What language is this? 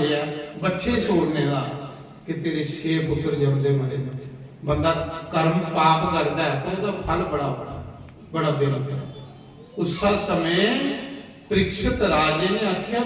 Dogri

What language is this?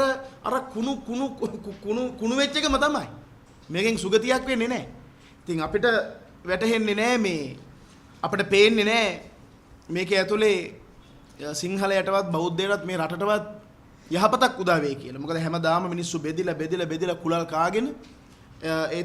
Sinhala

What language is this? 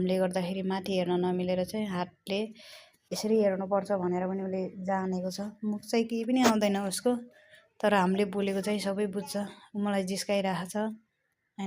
Nepali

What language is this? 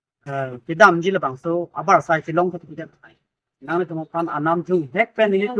Karbi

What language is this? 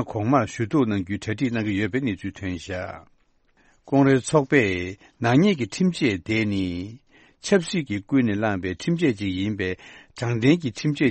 Tibetan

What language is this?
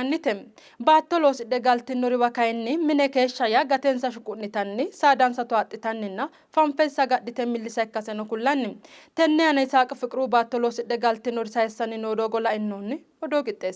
Sidamo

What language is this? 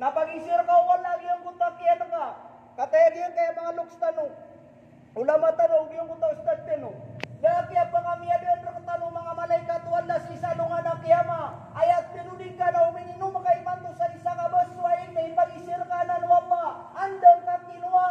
Maranao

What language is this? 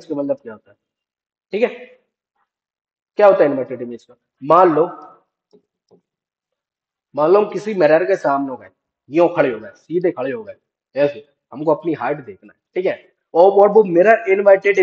Hindi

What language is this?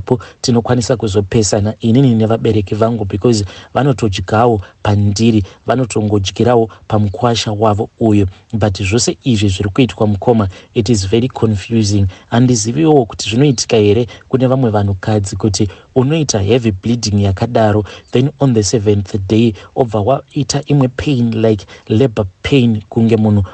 Shona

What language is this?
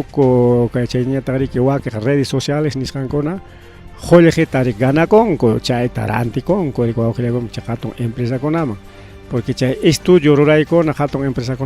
Ayacucho Quechua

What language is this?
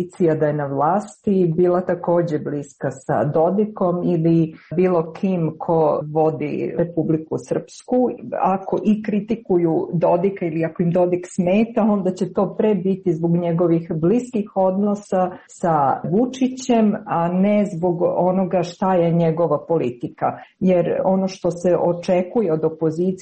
Serbian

